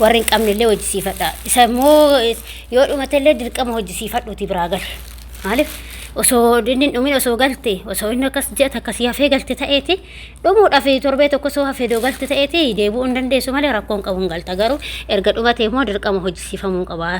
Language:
Oromo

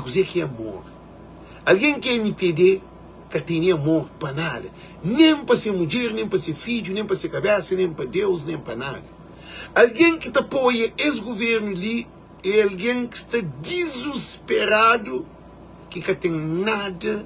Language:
Kabuverdianu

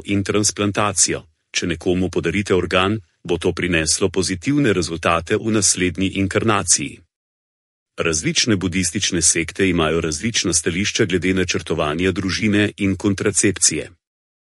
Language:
Slovenian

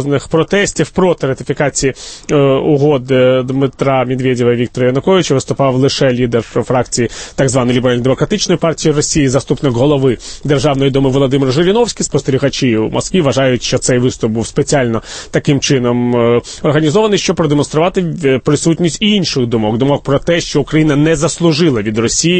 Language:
Ukrainian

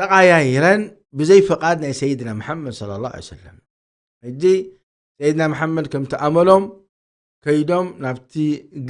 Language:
Tigrinya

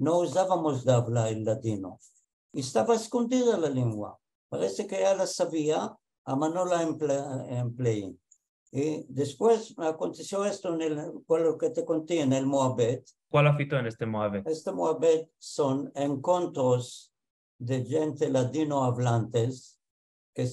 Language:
Ladino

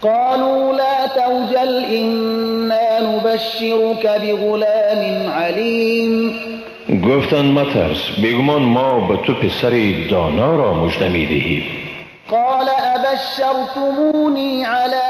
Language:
Persian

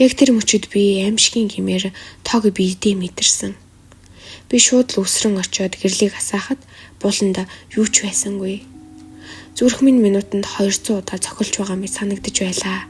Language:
Mongolian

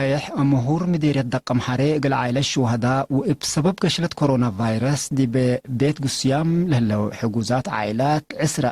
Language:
Tigre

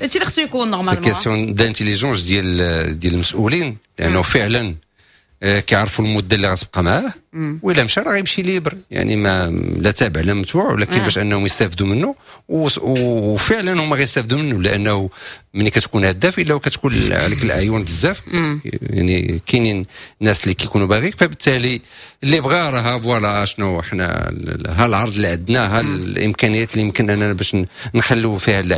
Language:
Moroccan Arabic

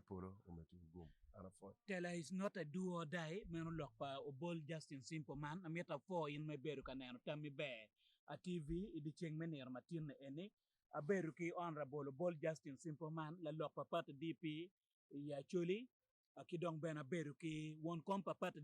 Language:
Acoli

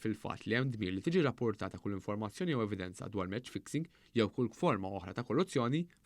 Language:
Maltese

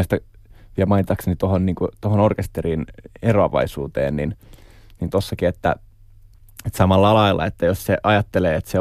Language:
Finnish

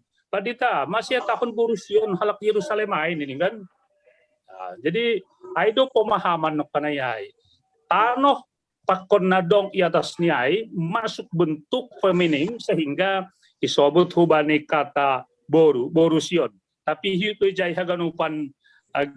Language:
Batak Simalungun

